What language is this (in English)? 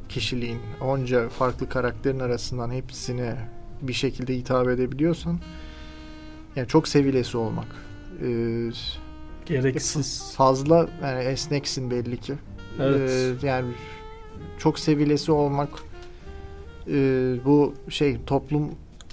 Turkish